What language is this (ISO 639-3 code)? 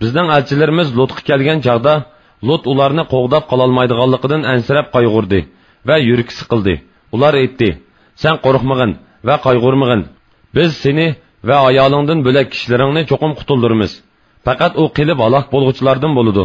uig